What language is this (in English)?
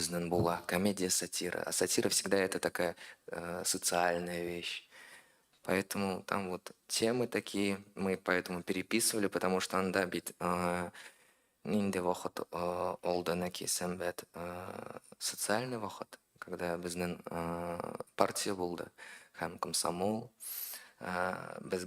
Tatar